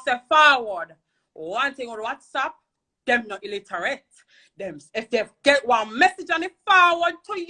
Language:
Jamaican Creole English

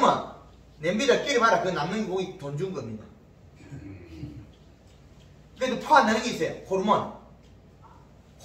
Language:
Korean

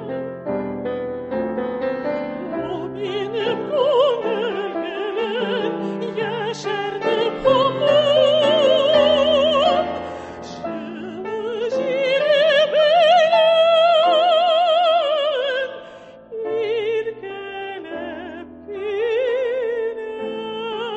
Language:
Tatar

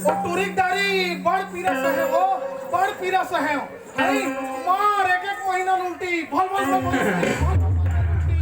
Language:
Chhattisgarhi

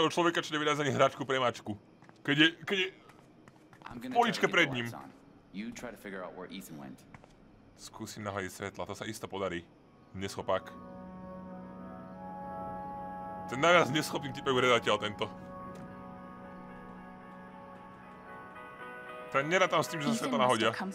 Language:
Slovak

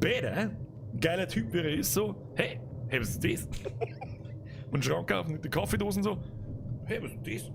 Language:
Bavarian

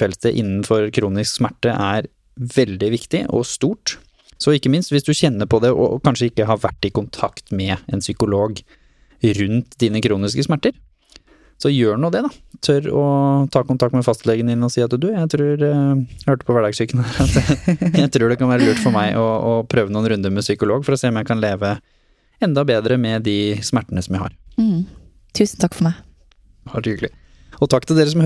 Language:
Norwegian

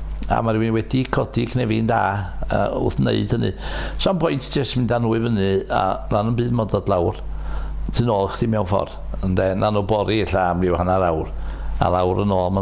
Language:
Welsh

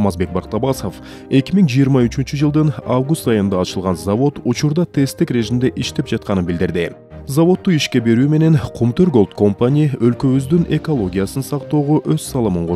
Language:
Kyrgyz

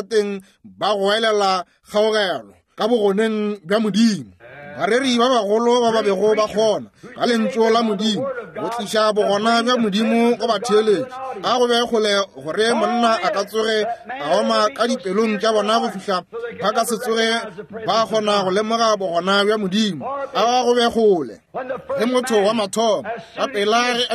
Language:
Northern Sotho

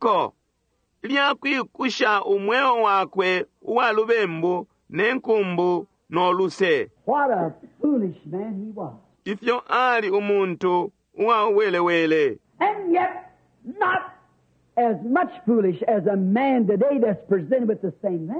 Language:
Bemba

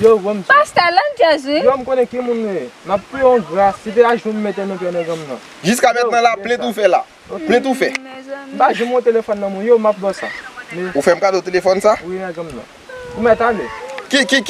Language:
Haitian Creole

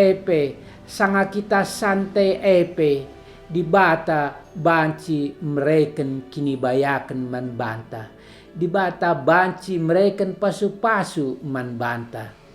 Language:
Batak Karo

